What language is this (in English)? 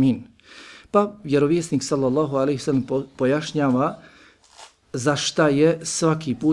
Bosnian